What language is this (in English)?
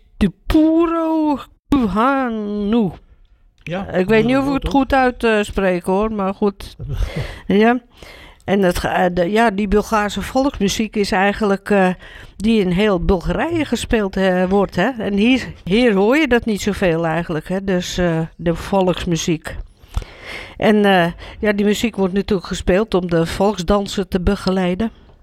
Dutch